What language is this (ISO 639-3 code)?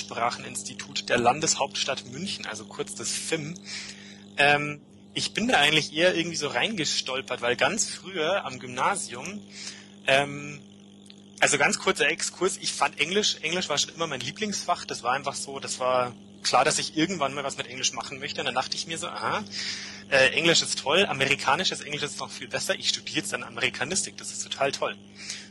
deu